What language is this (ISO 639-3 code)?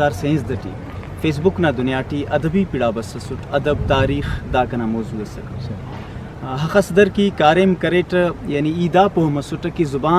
brh